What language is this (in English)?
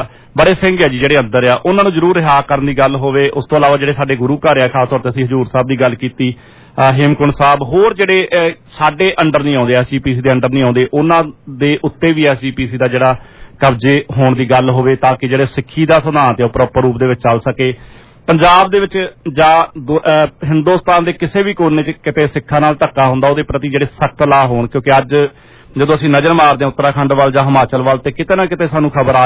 Punjabi